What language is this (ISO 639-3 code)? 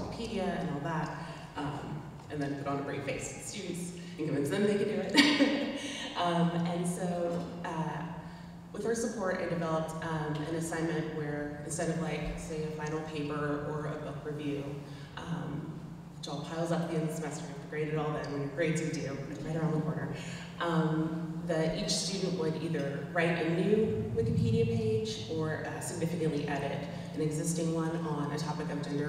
eng